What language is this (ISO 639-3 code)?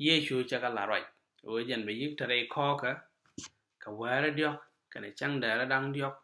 nus